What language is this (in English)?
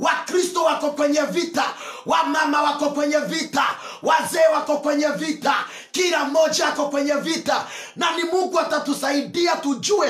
Swahili